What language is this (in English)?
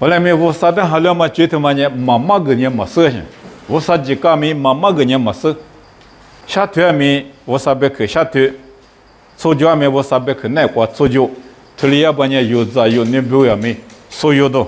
Lisu